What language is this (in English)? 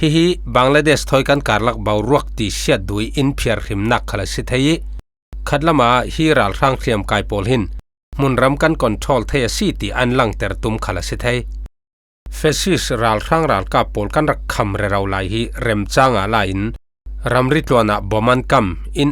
Falam Chin